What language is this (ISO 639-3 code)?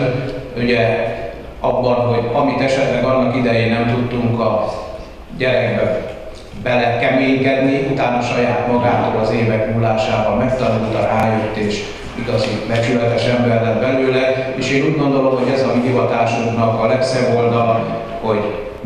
hun